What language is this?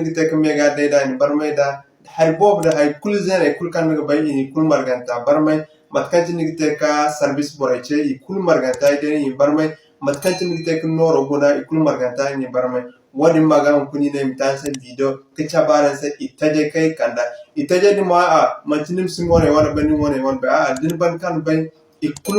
Zarma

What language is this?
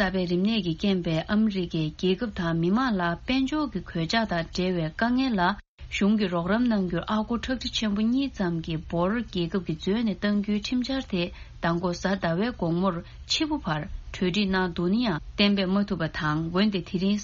Tibetan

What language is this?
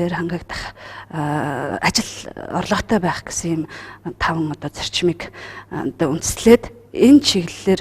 Mongolian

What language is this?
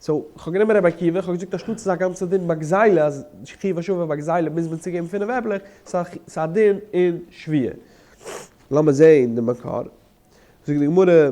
Yiddish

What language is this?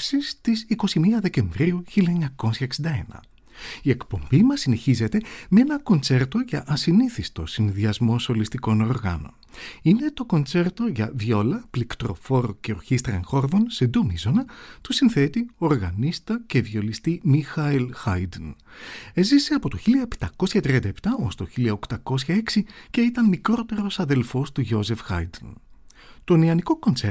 Greek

